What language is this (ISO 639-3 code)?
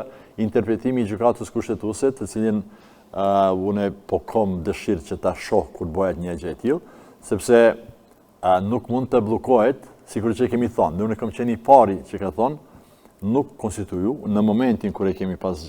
sqi